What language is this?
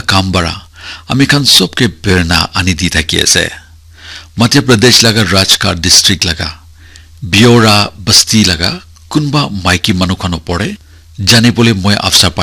Naga Pidgin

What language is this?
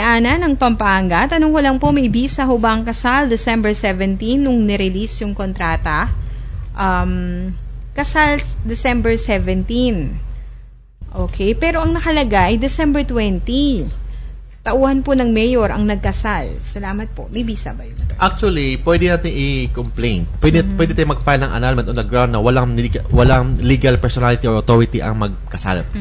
Filipino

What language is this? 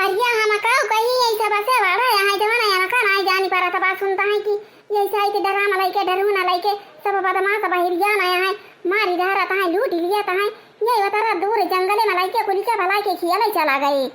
Awadhi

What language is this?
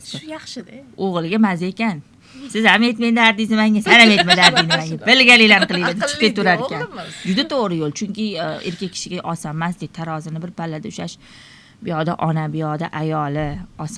Uzbek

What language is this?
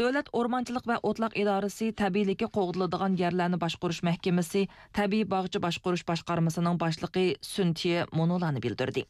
Uyghur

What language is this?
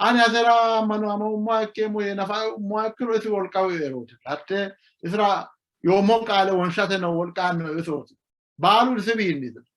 Sidamo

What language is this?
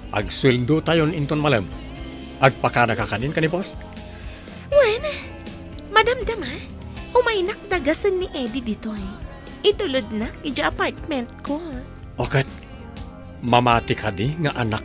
Iloko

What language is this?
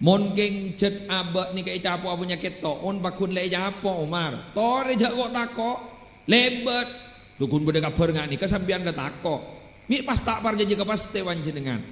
Madurese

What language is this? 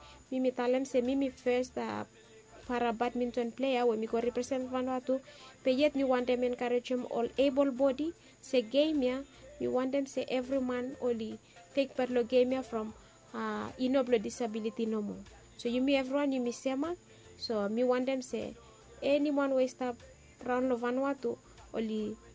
Bislama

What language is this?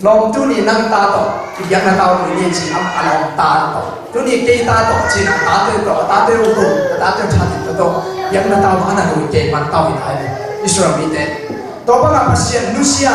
Tedim Chin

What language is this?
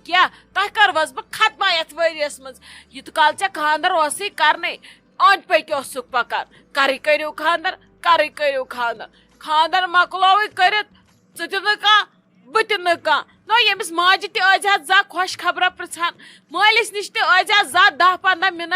Kashmiri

